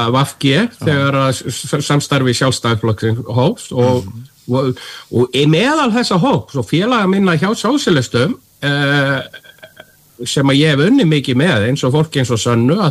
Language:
Icelandic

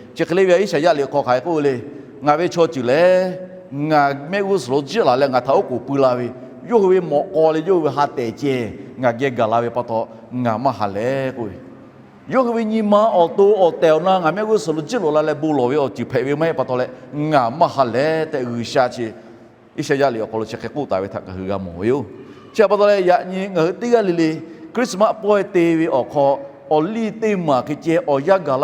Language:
Lahu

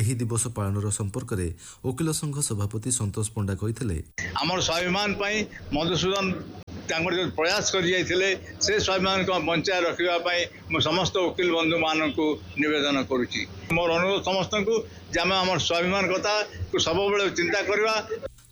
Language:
Odia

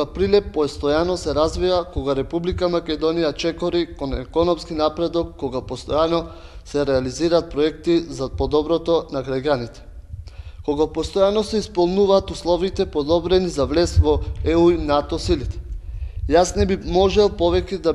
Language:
Macedonian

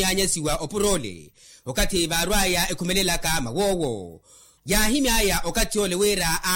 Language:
Makhuwa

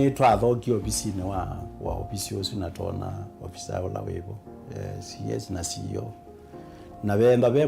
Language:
Kamba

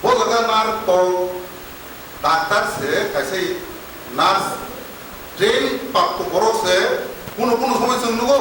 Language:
Kok Borok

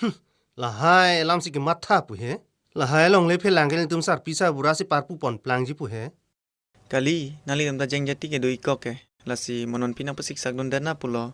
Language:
Karbi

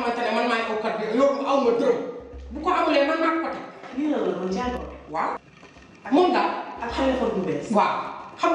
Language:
Wolof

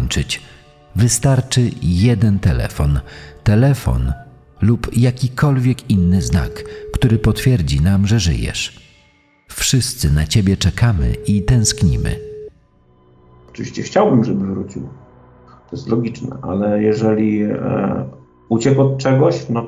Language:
Polish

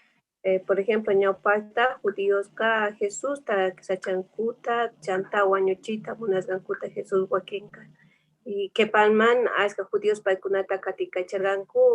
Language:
Quechua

